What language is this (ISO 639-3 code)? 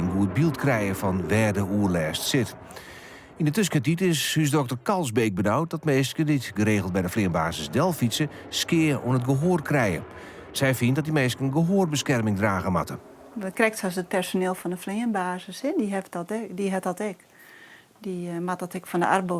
fry